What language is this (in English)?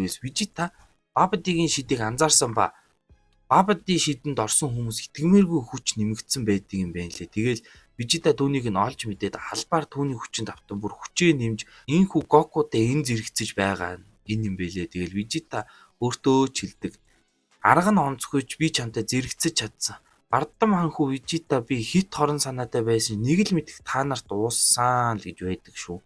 Mongolian